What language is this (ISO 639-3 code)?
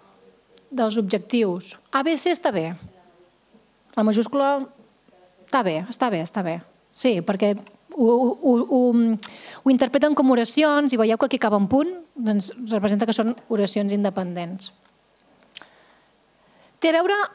cat